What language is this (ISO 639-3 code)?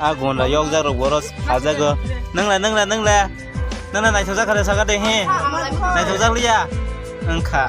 trp